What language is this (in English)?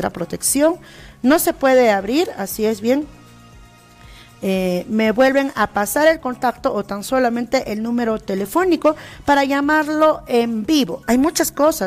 Spanish